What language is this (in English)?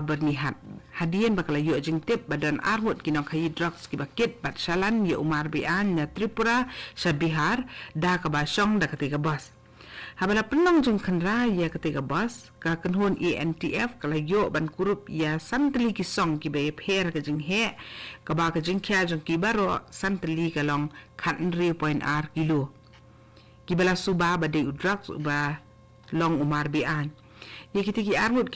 Khasi